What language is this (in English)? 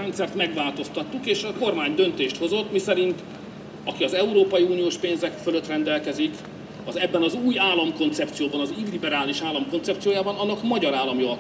Hungarian